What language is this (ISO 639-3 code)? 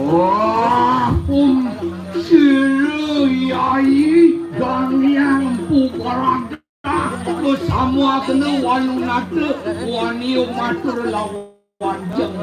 ban